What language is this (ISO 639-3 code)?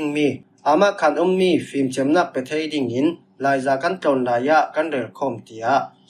cfm